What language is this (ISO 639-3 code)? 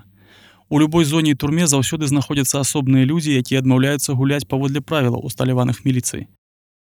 bel